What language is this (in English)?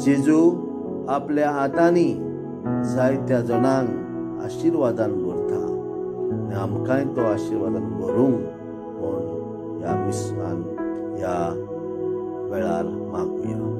Konkani